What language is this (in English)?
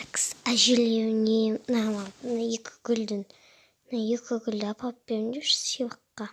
Kazakh